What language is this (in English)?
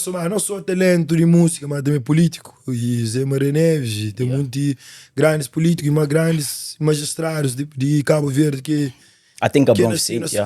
Kabuverdianu